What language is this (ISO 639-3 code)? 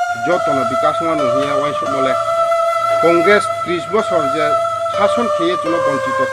ria